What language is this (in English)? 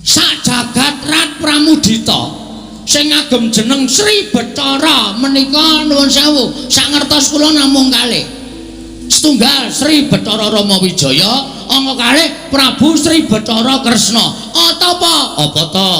Javanese